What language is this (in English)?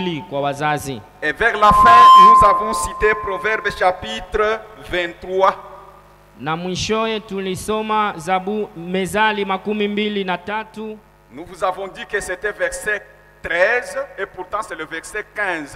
Swahili